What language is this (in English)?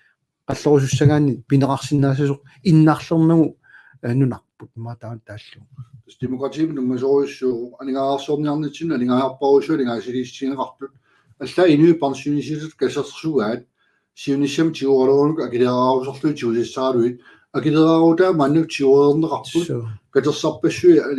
Kalaallisut